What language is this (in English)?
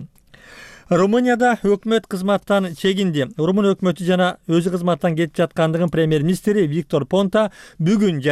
Kyrgyz